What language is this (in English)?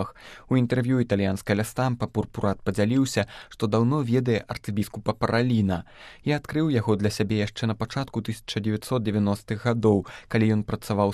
Belarusian